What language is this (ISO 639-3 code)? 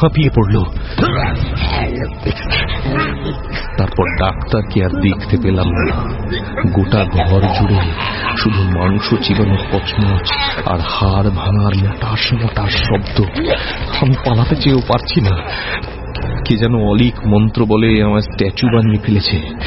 ben